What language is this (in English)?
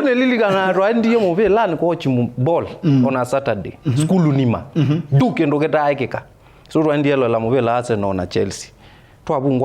Kamba